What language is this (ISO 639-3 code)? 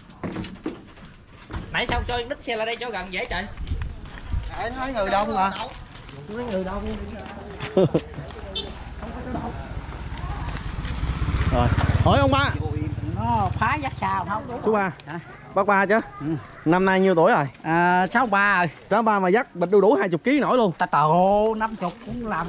vie